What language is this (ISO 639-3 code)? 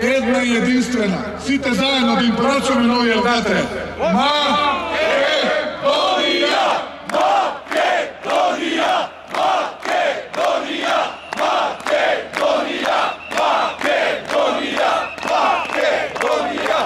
mkd